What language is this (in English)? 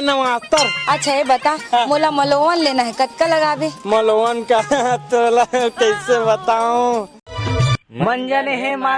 Chhattisgarhi